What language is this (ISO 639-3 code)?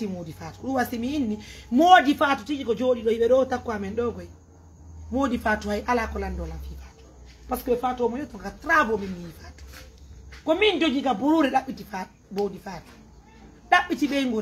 fuf